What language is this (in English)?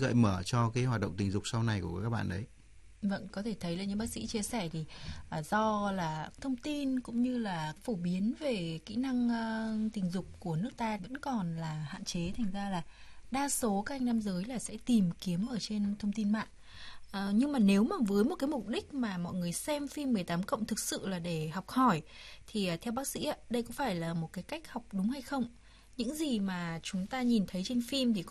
Vietnamese